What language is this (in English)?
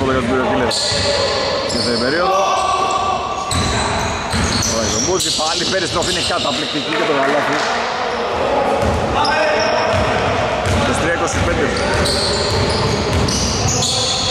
Greek